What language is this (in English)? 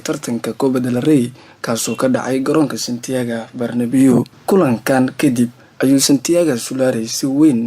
Somali